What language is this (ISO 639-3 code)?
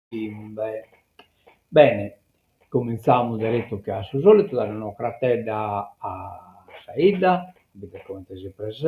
srd